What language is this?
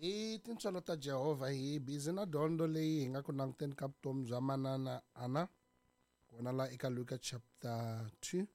Tsonga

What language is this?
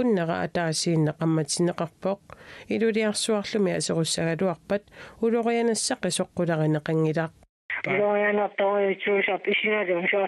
Kalaallisut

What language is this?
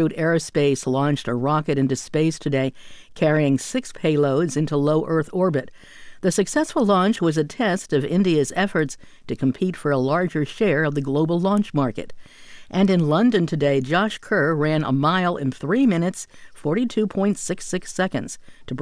English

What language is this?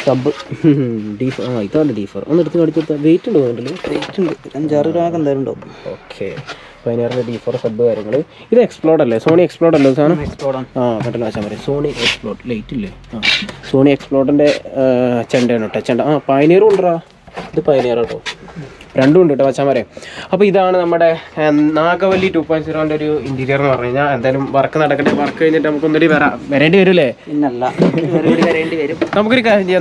Malayalam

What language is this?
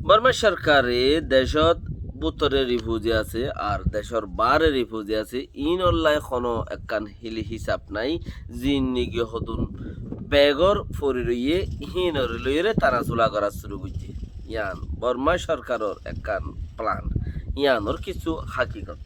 Rohingya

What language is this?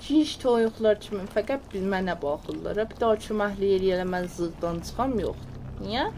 South Azerbaijani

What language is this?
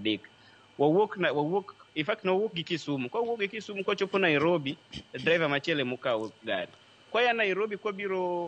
Luo (Kenya and Tanzania)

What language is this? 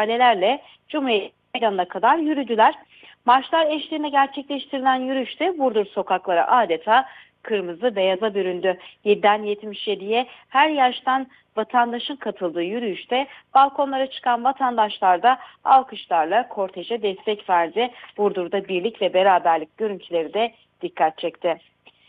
Turkish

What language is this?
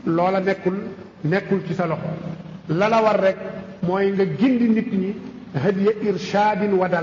Wolof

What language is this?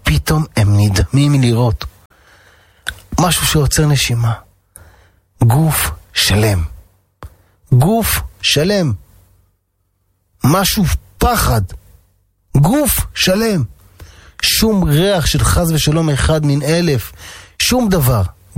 Hebrew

